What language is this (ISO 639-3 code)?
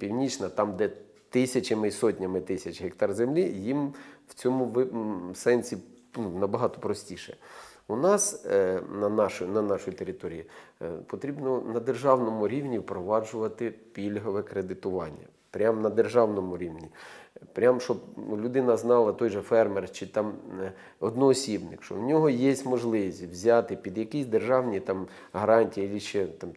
ukr